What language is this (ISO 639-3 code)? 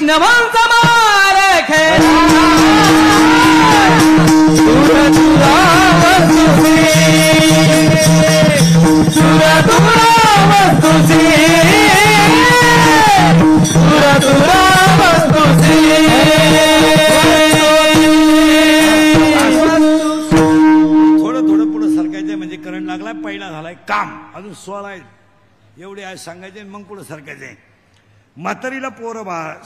mar